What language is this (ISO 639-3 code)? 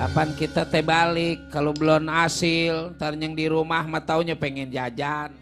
bew